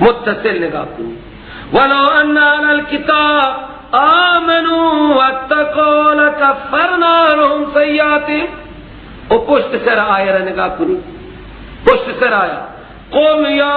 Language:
Persian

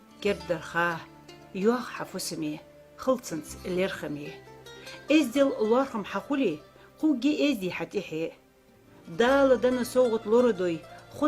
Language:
Ingush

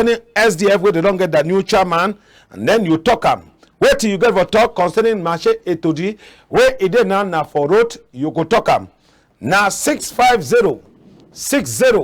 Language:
Cameroon Pidgin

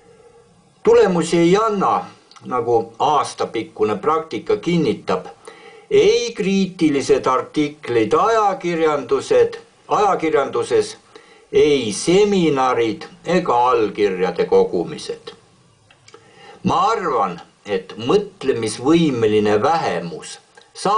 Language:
Estonian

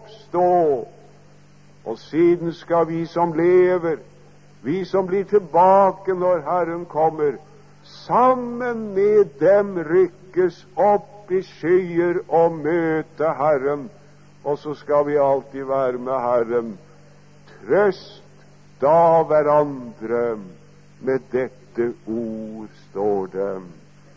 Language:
Norwegian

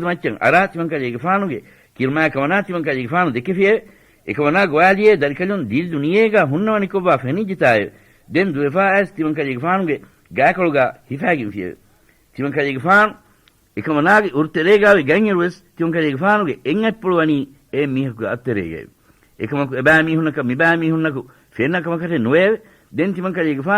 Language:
Divehi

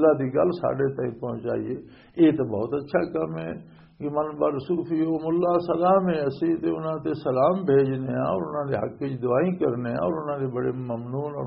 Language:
Western Panjabi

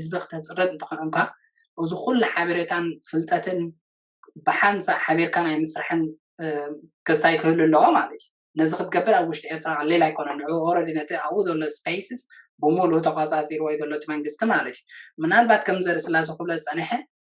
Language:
Tigrinya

